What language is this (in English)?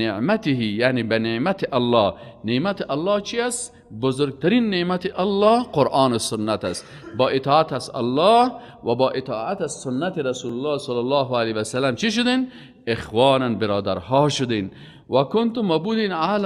Persian